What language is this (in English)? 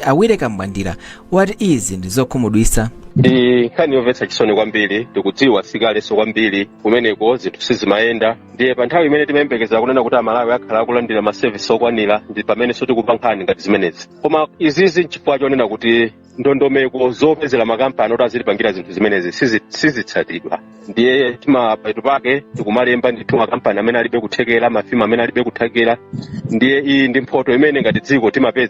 Nyanja